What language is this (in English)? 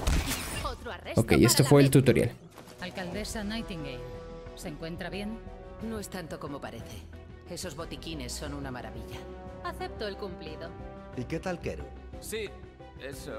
Spanish